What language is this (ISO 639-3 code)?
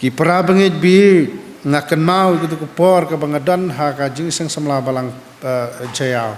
kha